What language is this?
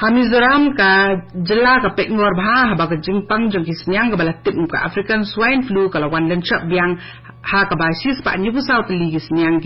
Khasi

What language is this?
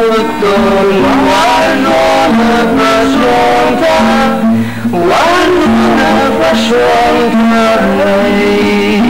Ossetic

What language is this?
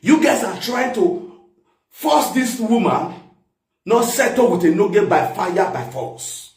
Nigerian Pidgin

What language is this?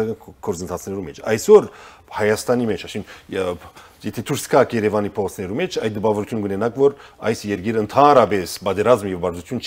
Armenian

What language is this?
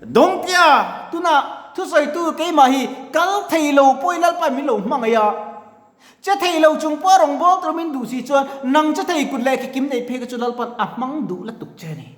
Mizo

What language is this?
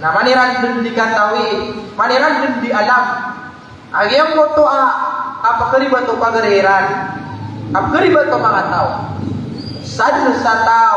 Maranao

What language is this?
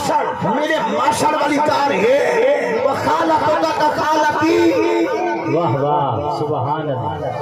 Saraiki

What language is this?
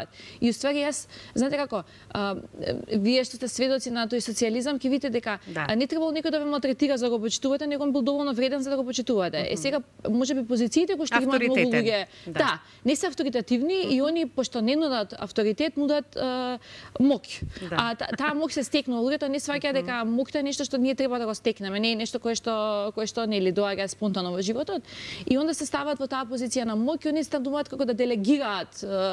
Macedonian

